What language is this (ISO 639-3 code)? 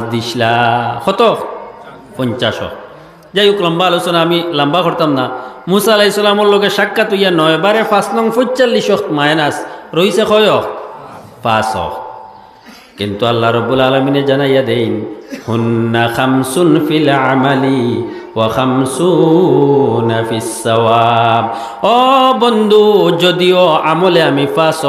syl